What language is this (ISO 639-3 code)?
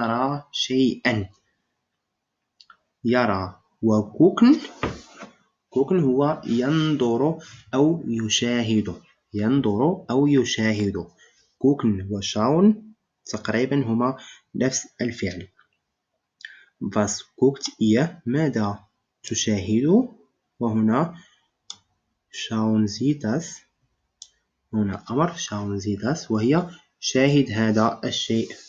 ara